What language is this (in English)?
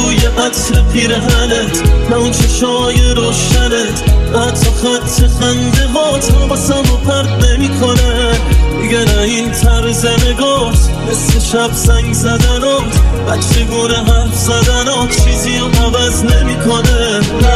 Persian